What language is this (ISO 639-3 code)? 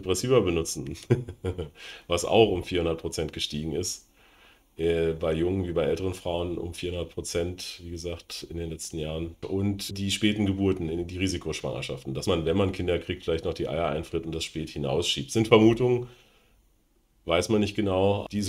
deu